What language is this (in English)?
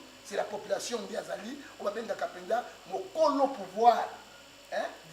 Lingala